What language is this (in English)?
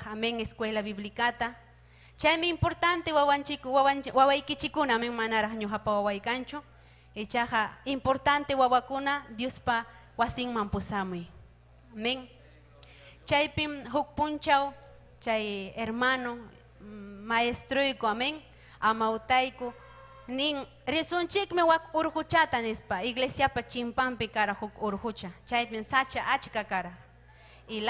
Ayacucho Quechua